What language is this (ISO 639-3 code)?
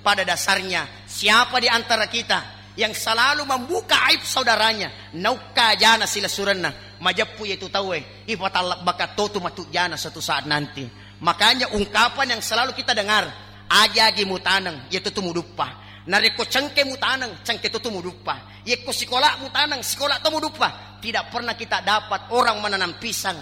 bug